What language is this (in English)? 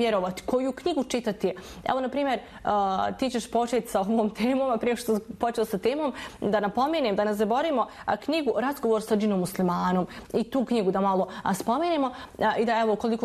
Bosnian